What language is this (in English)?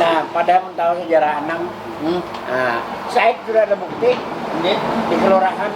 Banjar